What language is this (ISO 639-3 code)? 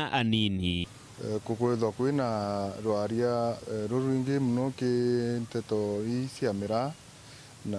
mer